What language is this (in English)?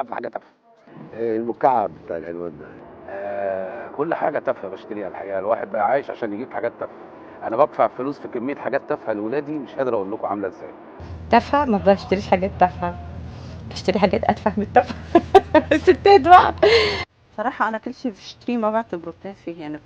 Egyptian Arabic